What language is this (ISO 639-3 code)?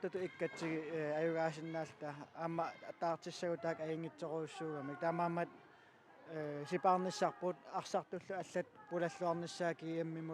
kal